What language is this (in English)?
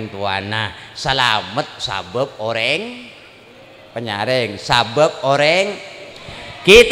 Madurese